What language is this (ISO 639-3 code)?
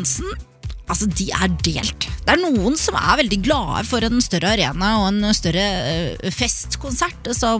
nor